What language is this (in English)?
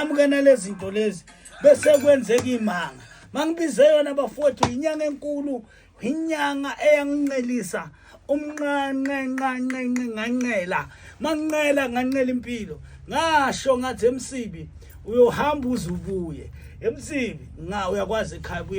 Zulu